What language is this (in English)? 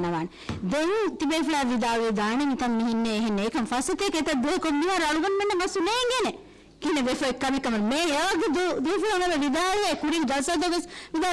Divehi